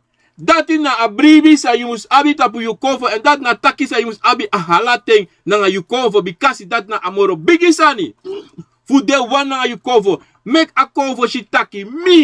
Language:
Sranan Tongo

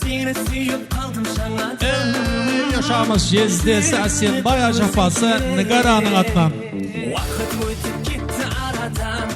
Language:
Kara-Kalpak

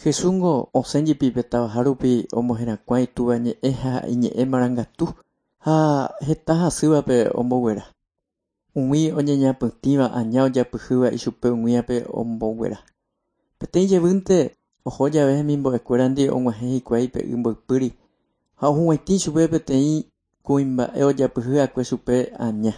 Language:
Guarani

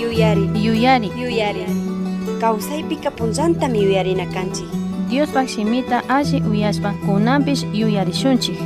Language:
Chimborazo Highland Quichua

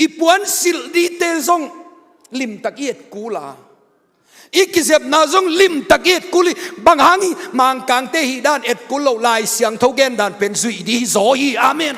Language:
Tedim Chin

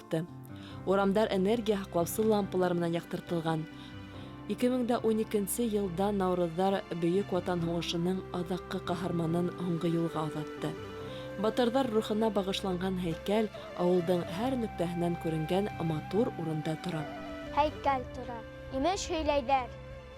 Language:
Bashkir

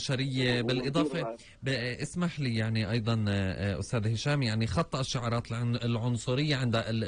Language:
North Levantine Arabic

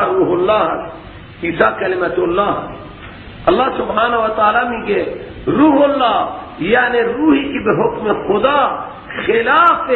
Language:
Persian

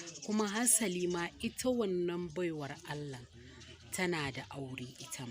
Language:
Hausa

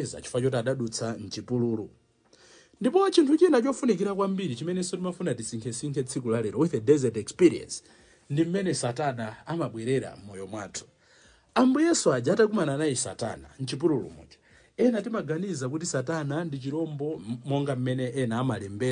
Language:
Nyanja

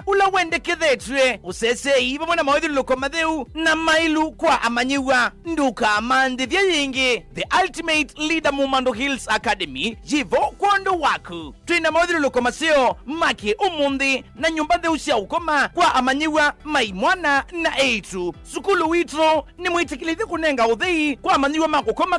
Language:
Kamba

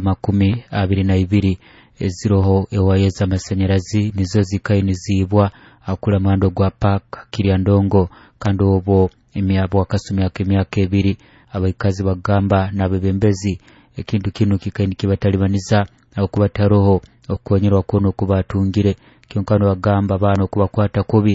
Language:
Nyoro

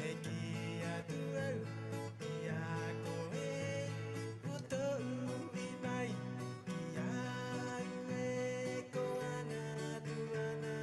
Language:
Rapanui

